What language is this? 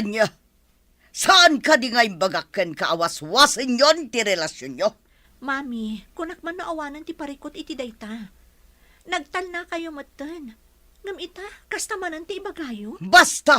Iloko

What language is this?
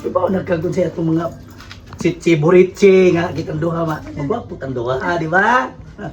Cebuano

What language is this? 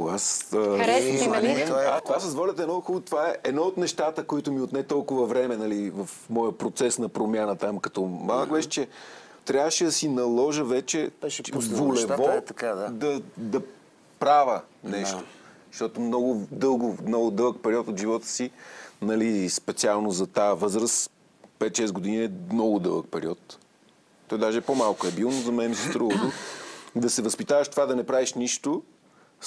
Bulgarian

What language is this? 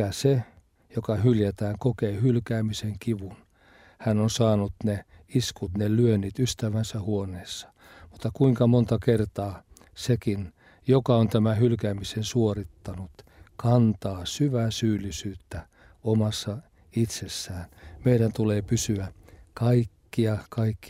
Finnish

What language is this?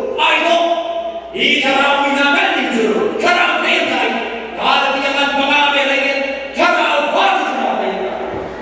Hakha Chin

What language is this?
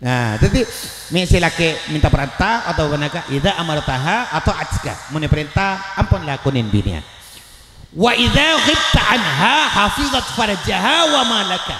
Madurese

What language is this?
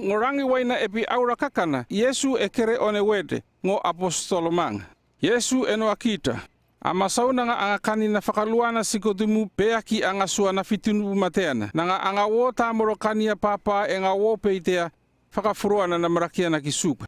North Efate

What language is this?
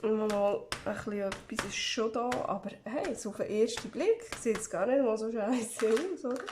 Swiss German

